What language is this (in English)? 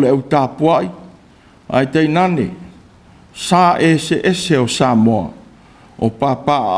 Samoan